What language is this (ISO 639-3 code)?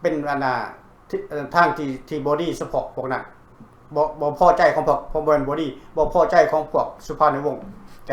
lao